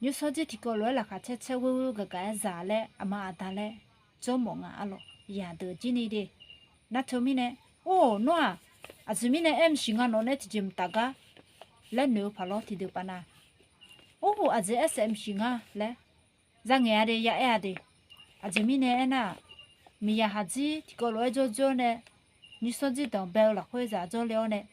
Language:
Akha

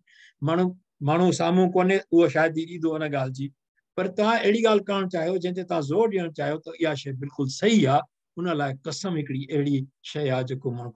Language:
Sindhi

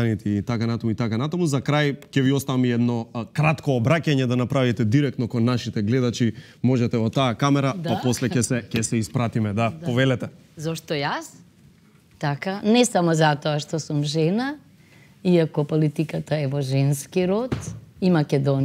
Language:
Macedonian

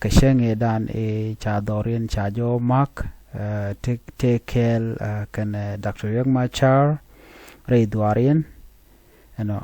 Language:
Nuer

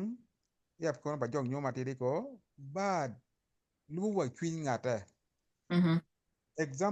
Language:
Acoli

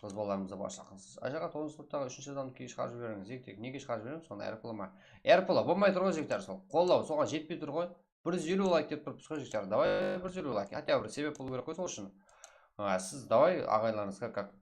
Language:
Kara-Kalpak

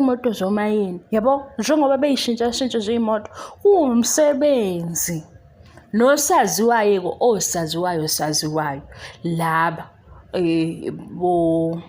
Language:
Zulu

